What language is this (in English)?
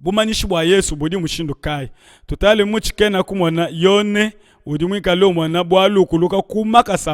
Luba-Lulua